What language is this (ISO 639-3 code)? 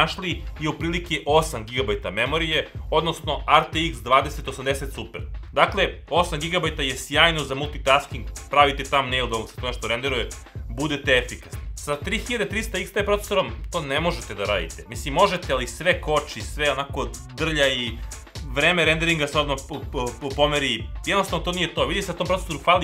srp